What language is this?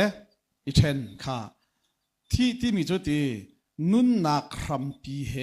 Hakha Chin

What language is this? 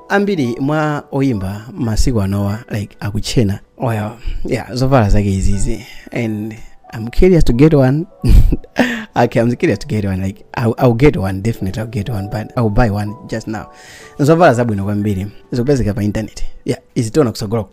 Nyanja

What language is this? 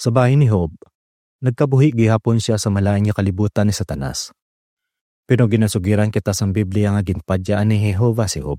Hiligaynon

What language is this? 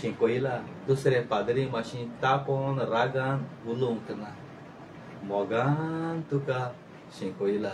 Konkani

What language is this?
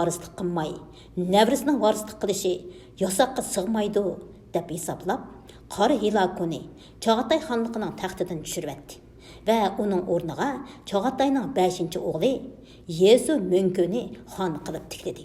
Uyghur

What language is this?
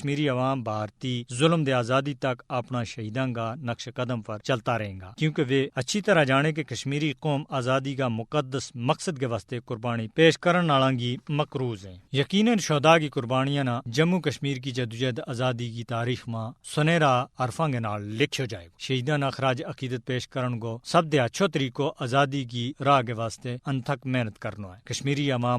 Gujari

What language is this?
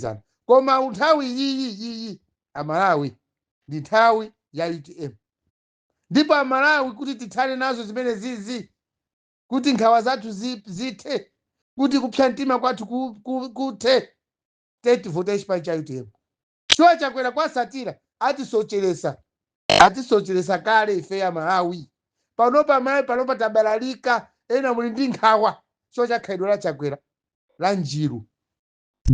Nyanja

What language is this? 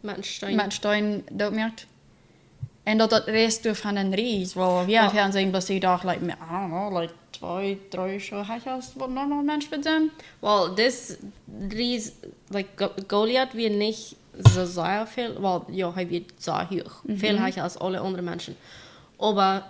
Plautdietsch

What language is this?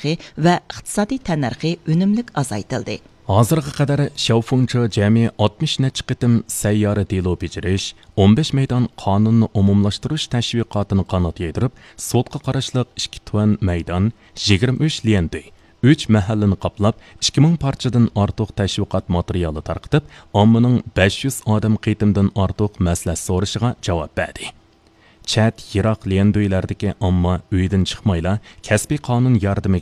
Uyghur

